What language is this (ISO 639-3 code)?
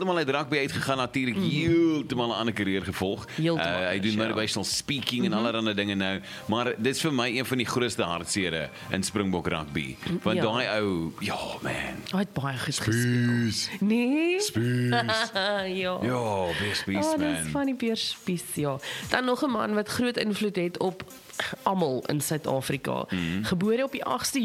afr